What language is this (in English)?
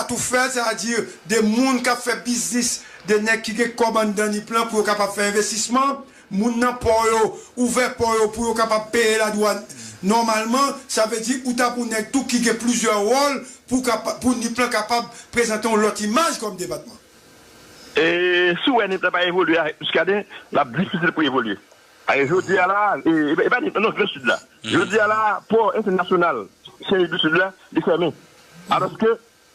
Haitian Creole